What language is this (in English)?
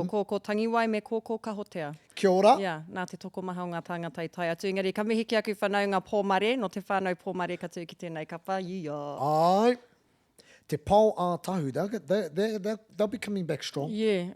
Māori